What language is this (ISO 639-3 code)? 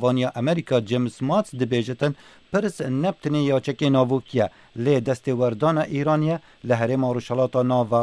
kur